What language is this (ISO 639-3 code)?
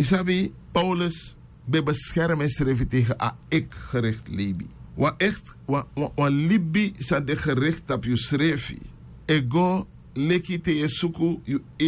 srn